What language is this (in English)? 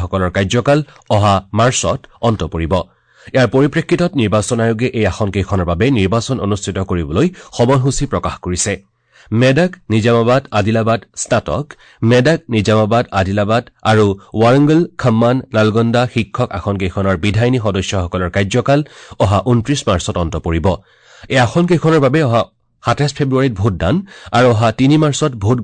Assamese